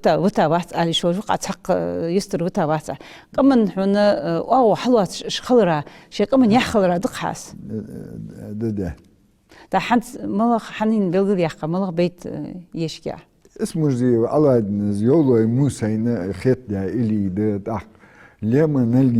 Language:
Ingush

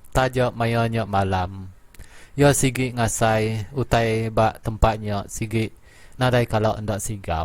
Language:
Iban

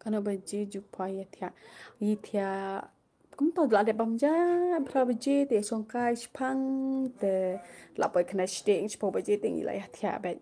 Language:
Khasi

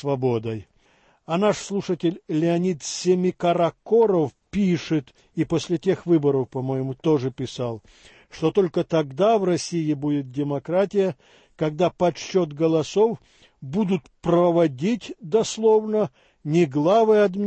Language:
Russian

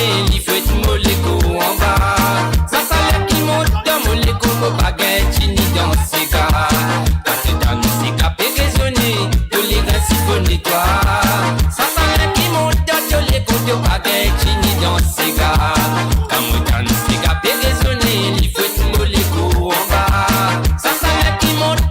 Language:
Morisyen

